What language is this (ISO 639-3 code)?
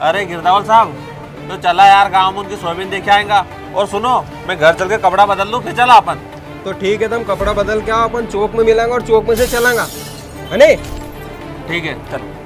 raj